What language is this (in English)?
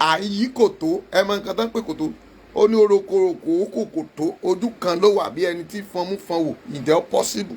Yoruba